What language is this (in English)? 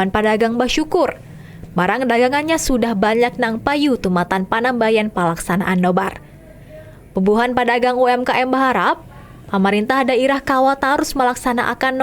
Banjar